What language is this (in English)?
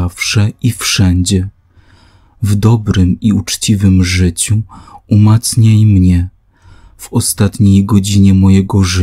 Polish